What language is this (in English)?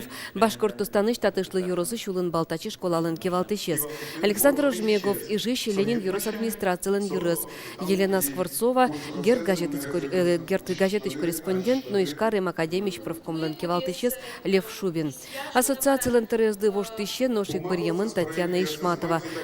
Udmurt